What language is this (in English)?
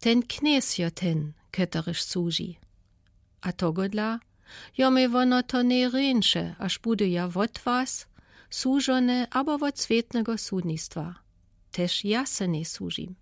Lower Sorbian